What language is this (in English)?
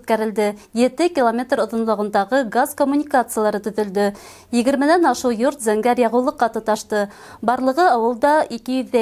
Bashkir